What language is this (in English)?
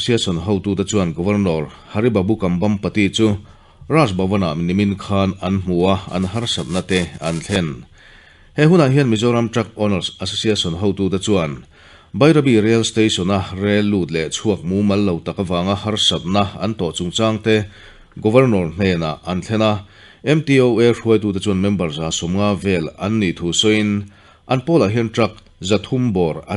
Mizo